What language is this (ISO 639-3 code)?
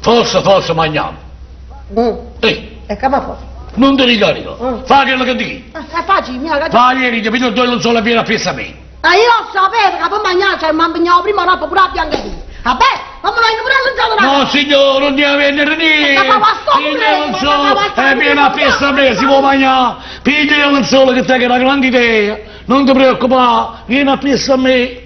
nap